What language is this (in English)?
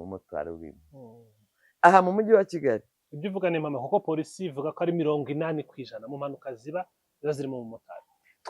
Kinyarwanda